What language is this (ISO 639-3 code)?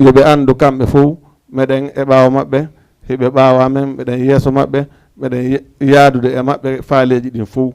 ful